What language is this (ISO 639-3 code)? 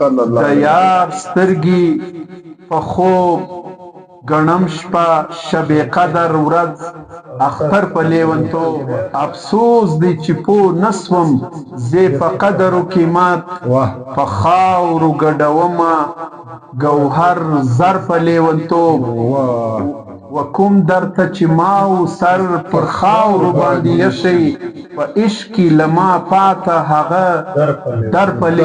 pus